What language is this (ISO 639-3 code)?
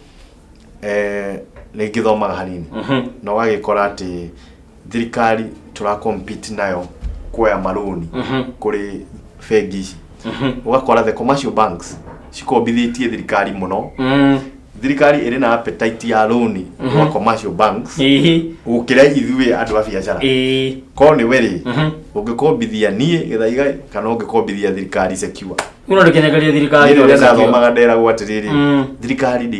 kik